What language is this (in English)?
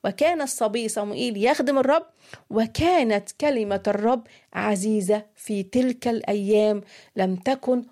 Arabic